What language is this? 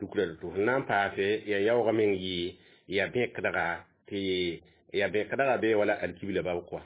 Mossi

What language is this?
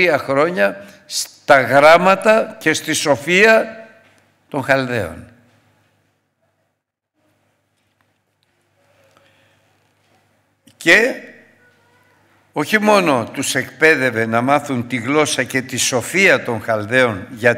Greek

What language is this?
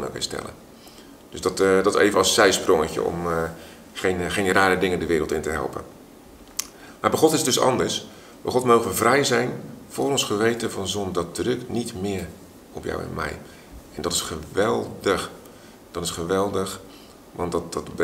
Dutch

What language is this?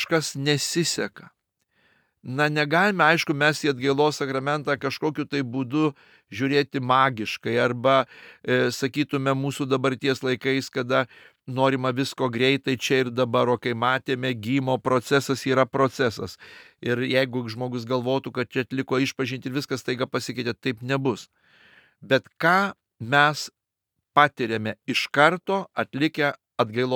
Lithuanian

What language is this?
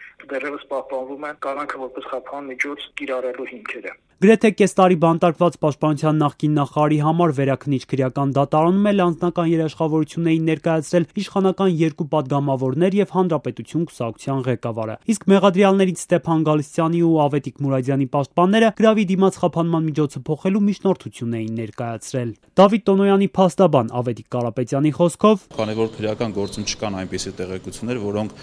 Armenian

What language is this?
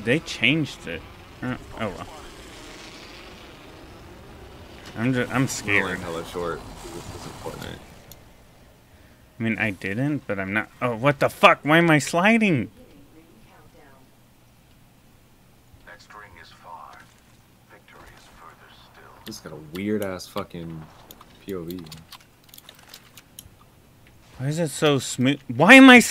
English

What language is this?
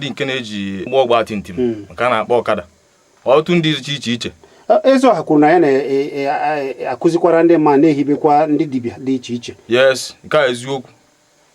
Igbo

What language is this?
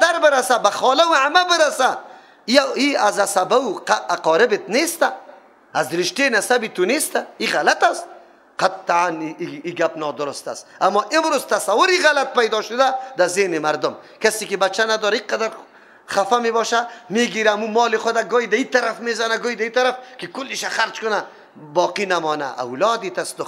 Persian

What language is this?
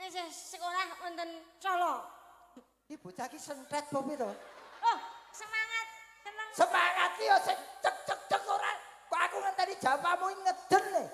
Javanese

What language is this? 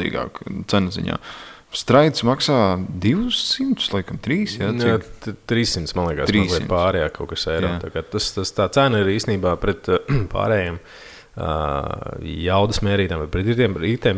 Latvian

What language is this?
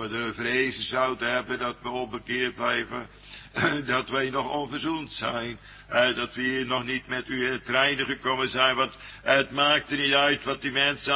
Dutch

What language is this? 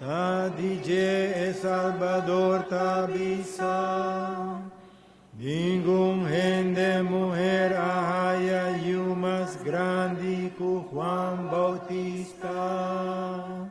Papiamento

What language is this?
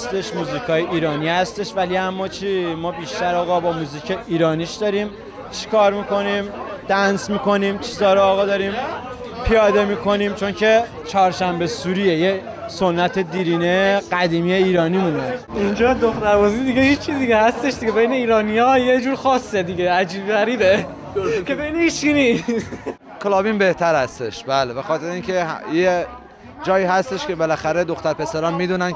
Persian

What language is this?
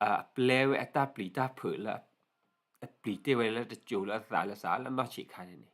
S'gaw Karen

